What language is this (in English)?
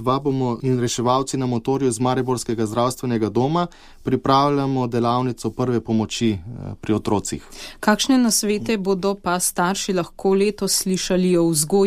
Slovenian